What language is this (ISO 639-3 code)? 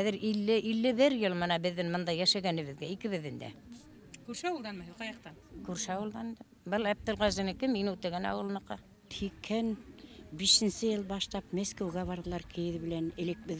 bak